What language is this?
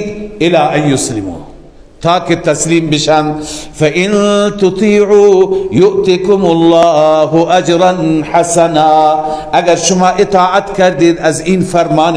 Persian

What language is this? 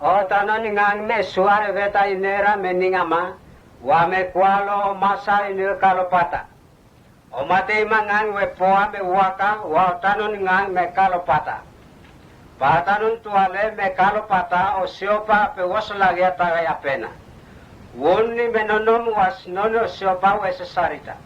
Mota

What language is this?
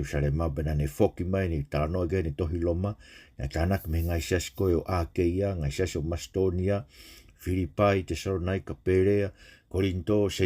Tongan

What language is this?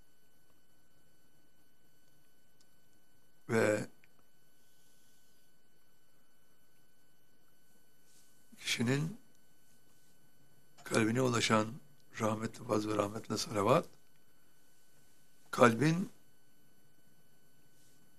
Turkish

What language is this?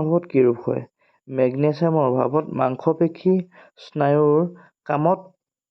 Assamese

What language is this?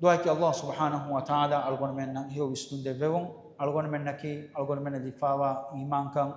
Divehi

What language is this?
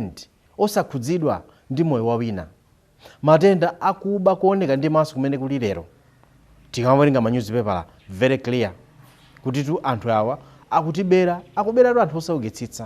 Nyanja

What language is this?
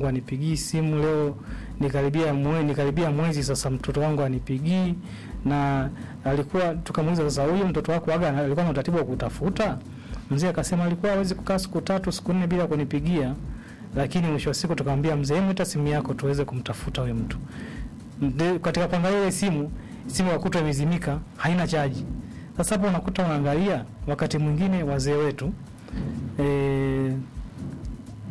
Swahili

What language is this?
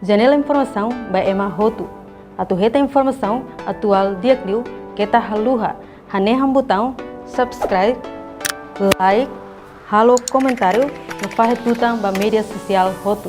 Tetum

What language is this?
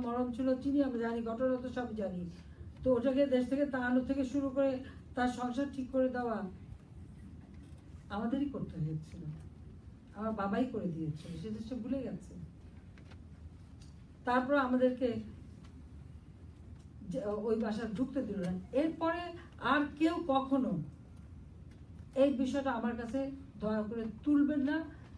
Bangla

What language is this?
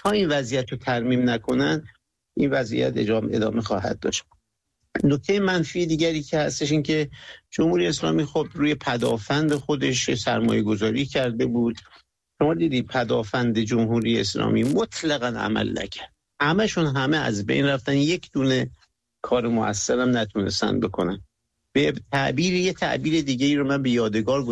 Persian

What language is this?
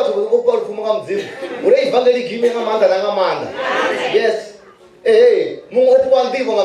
Venda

